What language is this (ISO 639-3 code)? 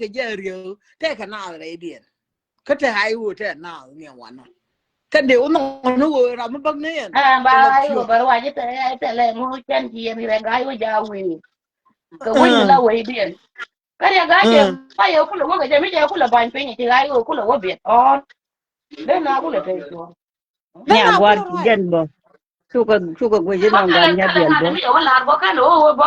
nus